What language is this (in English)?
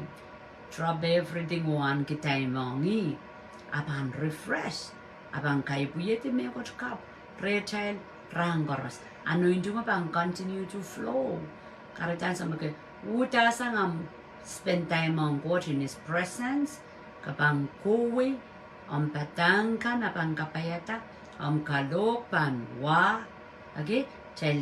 Pohnpeian